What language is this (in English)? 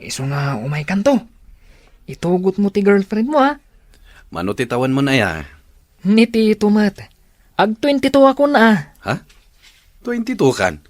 Iloko